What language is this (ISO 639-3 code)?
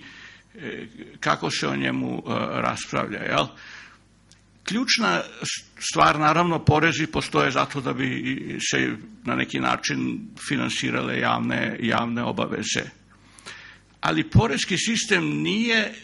srp